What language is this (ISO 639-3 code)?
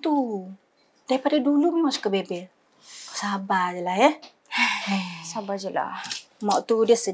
msa